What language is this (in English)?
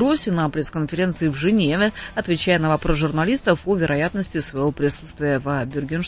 Russian